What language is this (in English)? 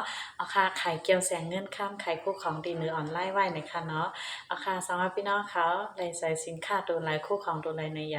Shan